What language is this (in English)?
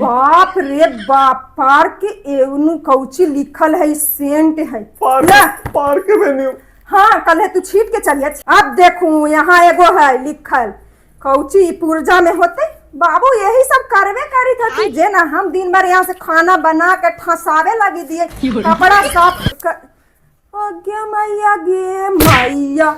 Magahi